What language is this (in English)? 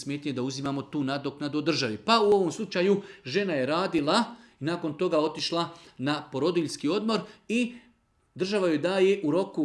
Bosnian